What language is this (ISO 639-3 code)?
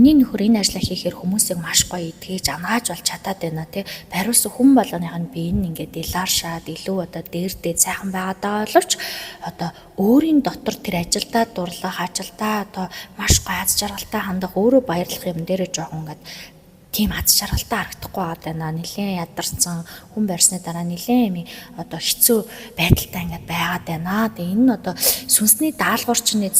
mon